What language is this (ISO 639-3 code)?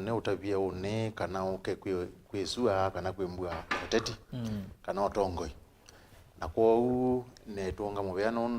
kam